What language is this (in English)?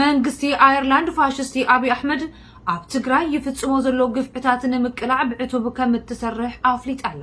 Tigrinya